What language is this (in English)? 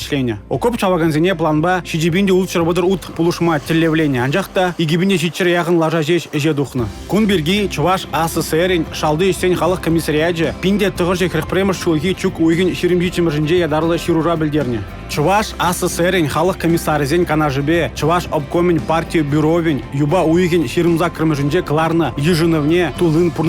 Chuvash